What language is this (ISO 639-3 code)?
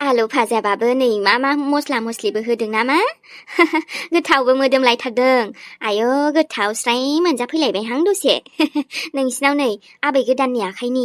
brx